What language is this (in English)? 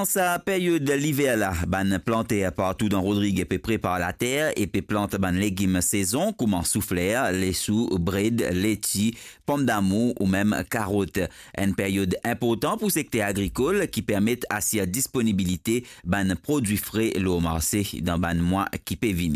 Morisyen